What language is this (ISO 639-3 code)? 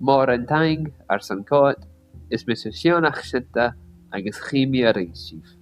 gla